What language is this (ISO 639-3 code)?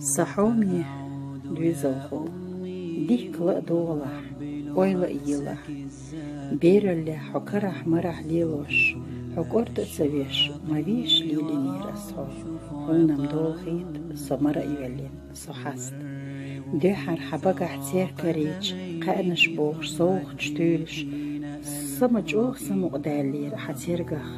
che